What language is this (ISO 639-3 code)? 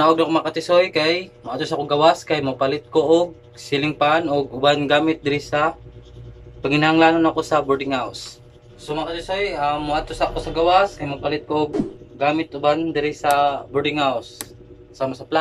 ceb